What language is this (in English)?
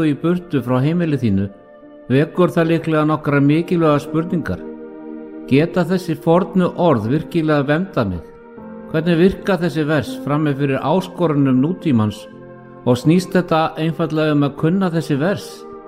Icelandic